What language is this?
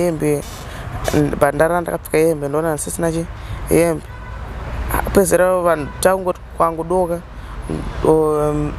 Shona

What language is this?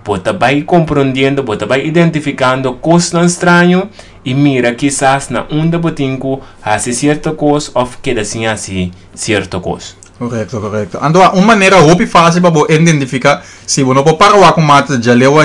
Papiamento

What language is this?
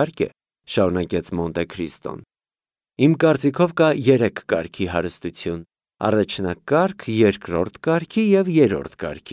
Armenian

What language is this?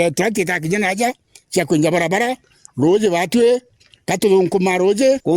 Meru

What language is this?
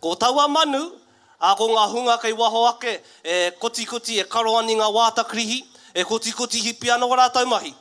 Māori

